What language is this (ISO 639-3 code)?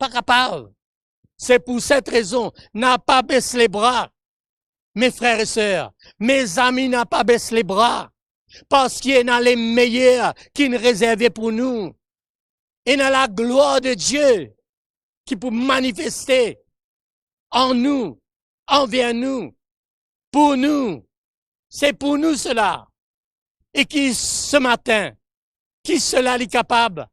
mfe